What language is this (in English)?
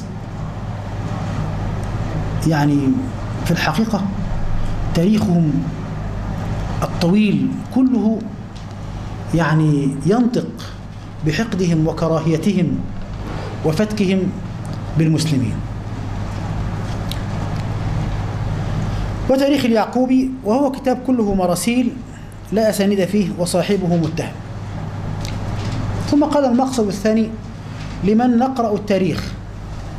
Arabic